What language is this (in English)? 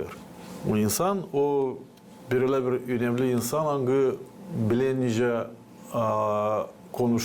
Gagauz